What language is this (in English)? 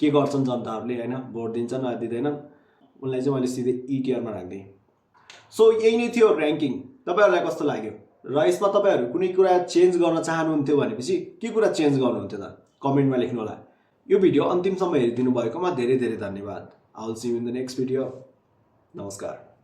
Nepali